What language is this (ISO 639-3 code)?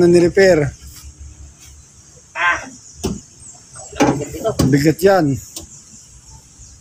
fil